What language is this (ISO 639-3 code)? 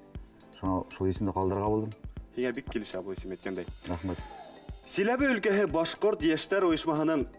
bak